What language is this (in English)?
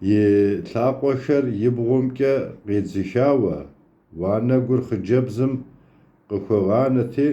Kabardian